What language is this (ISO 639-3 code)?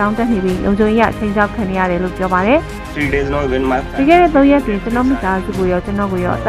mya